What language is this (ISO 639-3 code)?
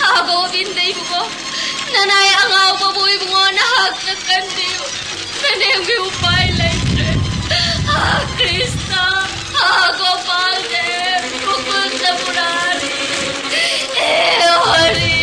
mni